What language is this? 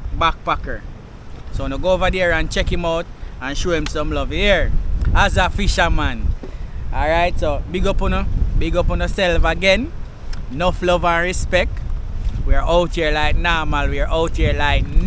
Jamaican Creole English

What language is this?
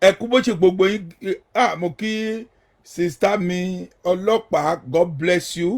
Yoruba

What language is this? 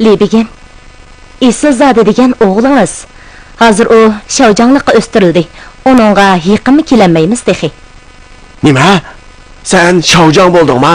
Uyghur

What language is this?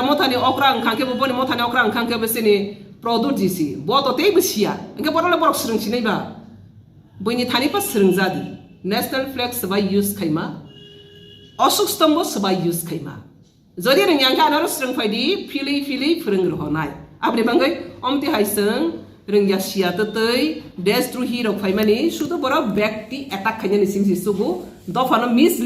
Kok Borok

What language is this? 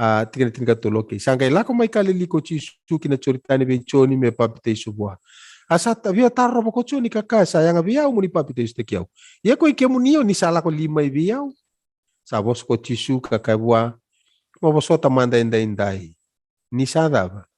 Fijian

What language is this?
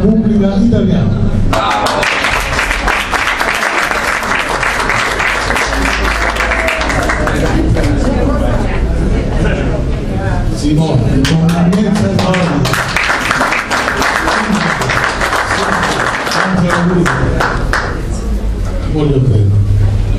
Italian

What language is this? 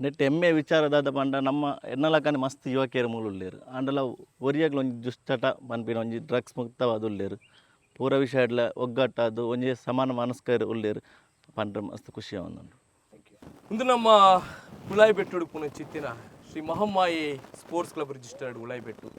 Tulu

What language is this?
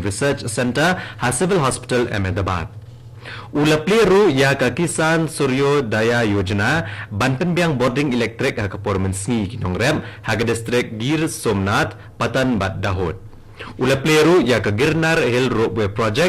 Khasi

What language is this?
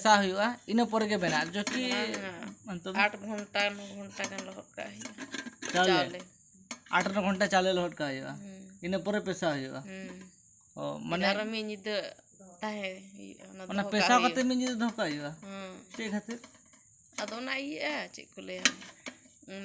Santali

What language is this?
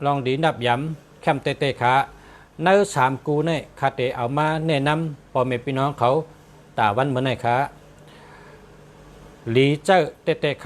Shan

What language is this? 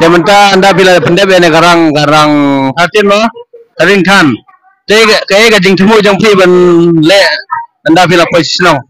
Khasi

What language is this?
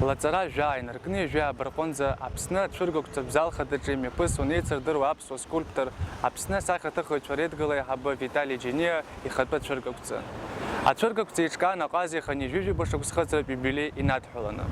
Abkhazian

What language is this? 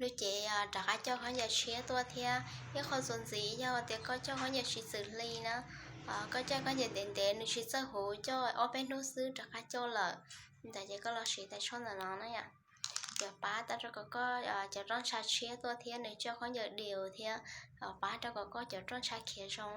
Hmong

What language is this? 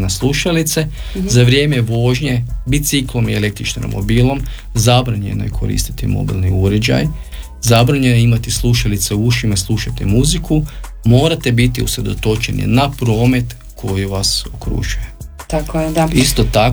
Croatian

